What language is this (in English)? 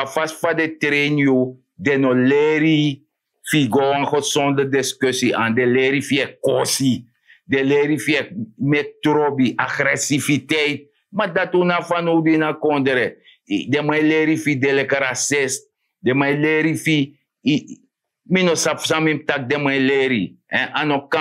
Sranan Tongo